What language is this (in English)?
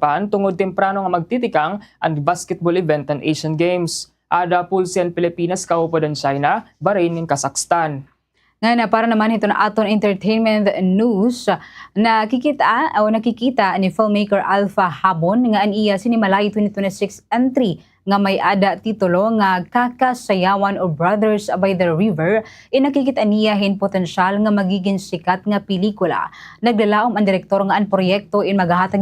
Waray